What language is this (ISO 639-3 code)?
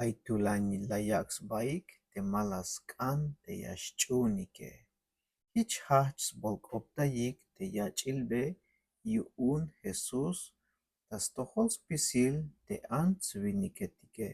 tzh